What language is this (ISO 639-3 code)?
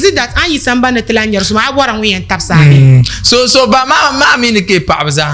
dag